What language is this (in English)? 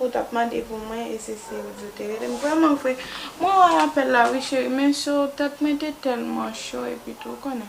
Haitian Creole